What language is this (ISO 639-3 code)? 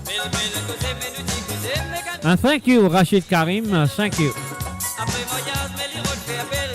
mfe